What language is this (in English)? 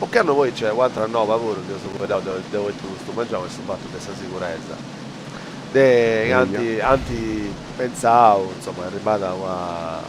Sardinian